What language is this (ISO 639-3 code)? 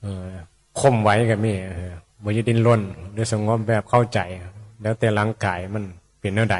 tts